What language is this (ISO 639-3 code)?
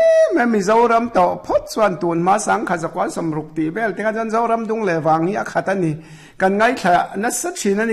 lus